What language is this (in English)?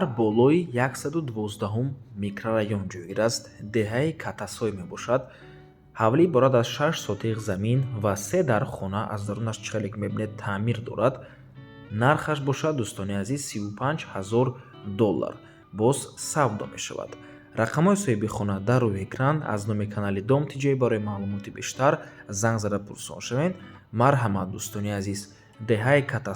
Tajik